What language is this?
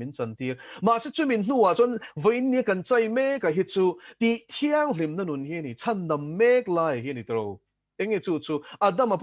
Mizo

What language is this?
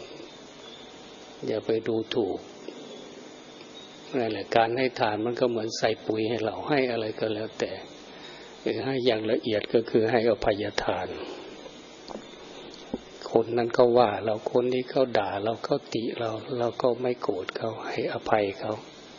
Thai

